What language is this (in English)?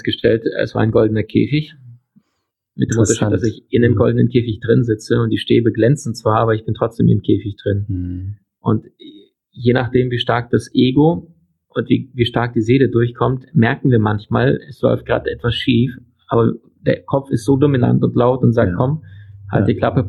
German